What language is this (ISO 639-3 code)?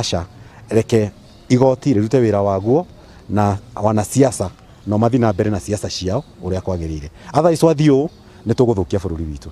kik